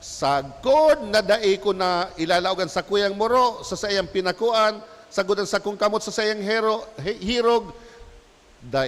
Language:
Bikol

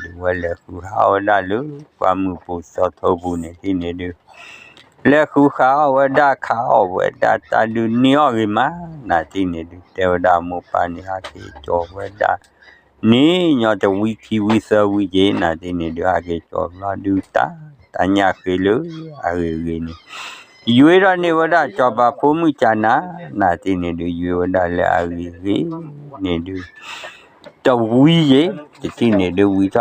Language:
S'gaw Karen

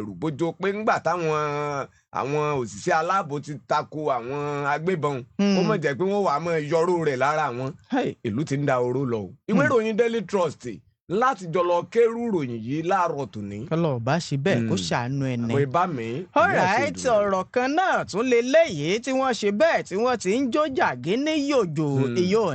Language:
Yoruba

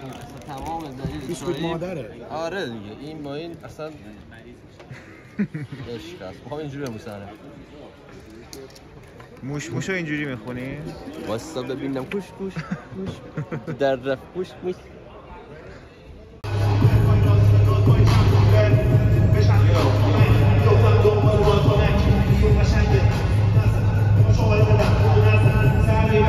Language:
Persian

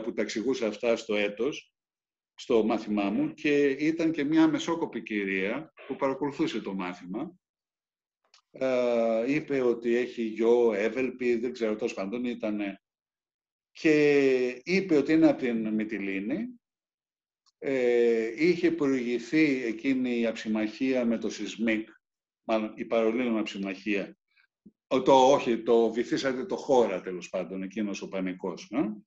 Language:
Greek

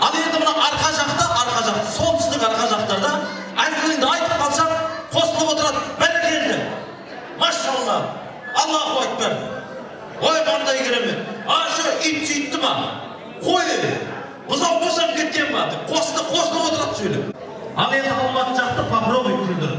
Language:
Kazakh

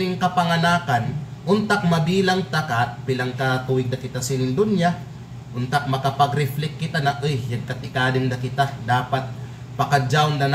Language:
Kalagan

